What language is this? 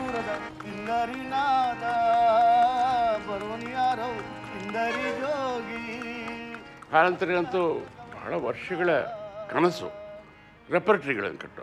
Kannada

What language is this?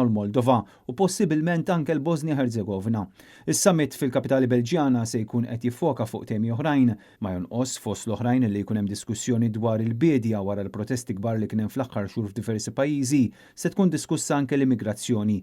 Maltese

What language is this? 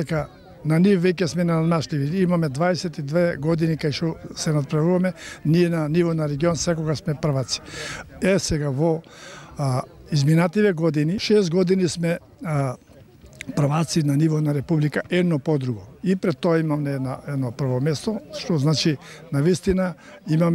Macedonian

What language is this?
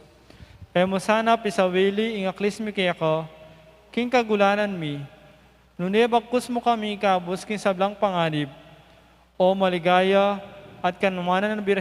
Pampanga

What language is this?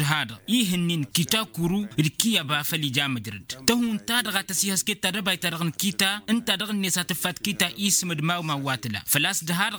Tamasheq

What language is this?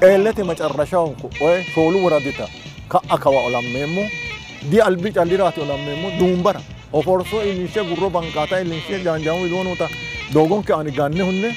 Sidamo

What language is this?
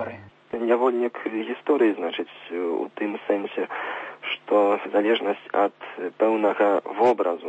Belarusian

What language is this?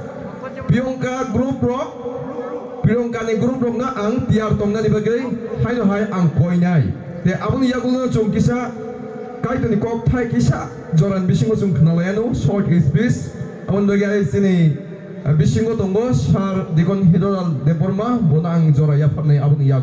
Kok Borok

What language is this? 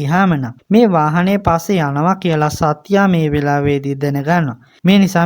Sinhala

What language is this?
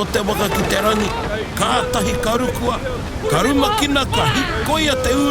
Māori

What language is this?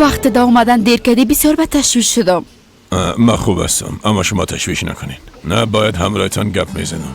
Persian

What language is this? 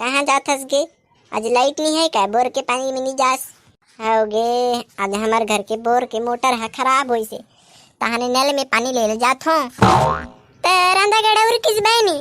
Chhattisgarhi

